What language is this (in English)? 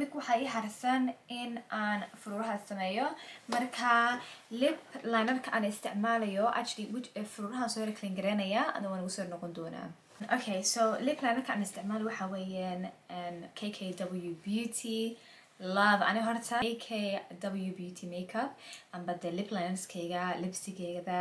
Somali